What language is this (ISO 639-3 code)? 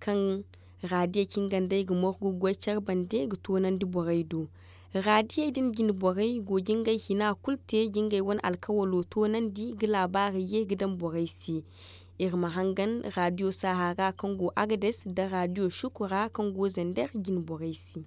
dje